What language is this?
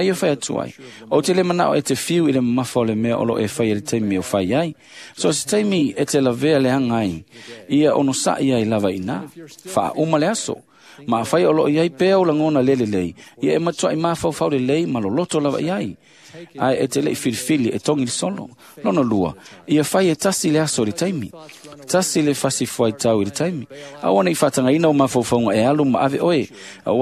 Samoan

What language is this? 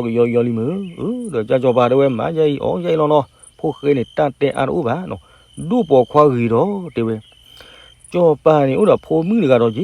S'gaw Karen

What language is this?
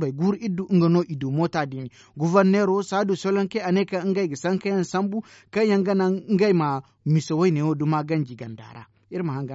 Zarma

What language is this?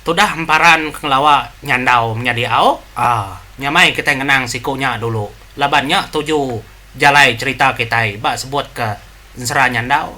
Iban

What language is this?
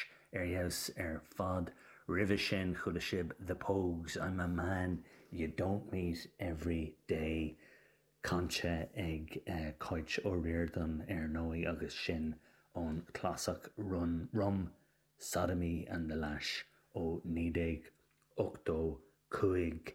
Irish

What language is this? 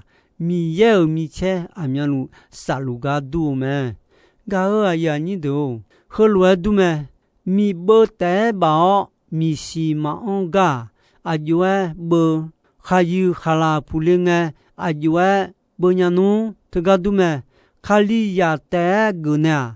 Akha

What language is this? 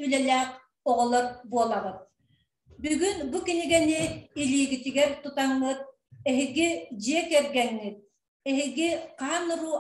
Yakut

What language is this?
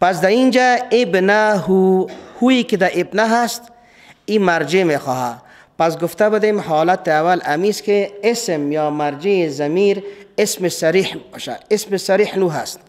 Persian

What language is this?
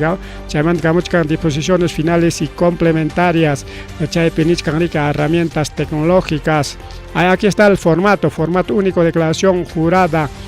Ayacucho Quechua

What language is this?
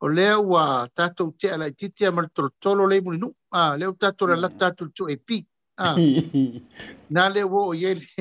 Samoan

